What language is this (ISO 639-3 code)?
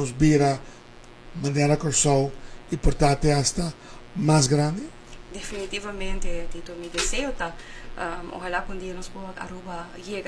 pap